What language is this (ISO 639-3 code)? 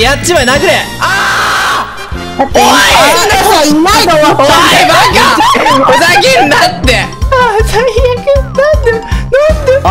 jpn